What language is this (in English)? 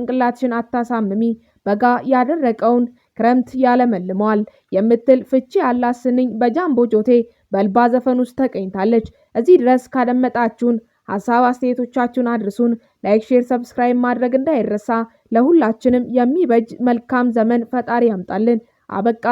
Amharic